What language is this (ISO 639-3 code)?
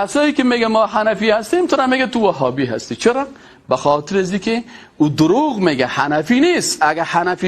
fas